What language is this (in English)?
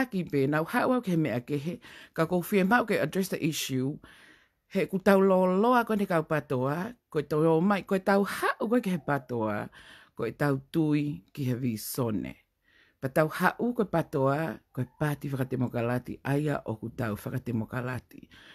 Tongan